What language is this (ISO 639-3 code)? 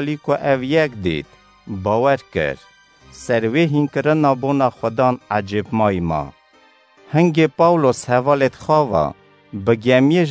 kur